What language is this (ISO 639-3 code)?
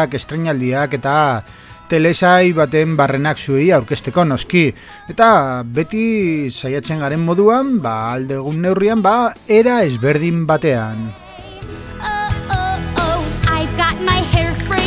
eus